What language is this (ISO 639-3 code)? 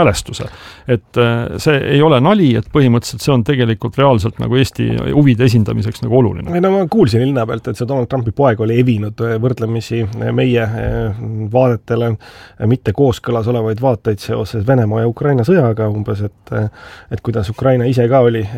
est